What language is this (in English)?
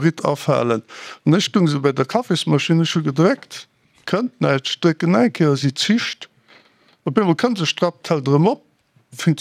Luxembourgish